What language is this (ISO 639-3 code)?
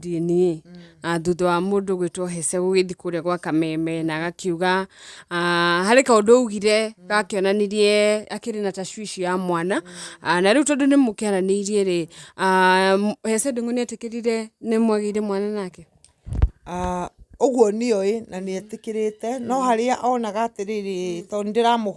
kik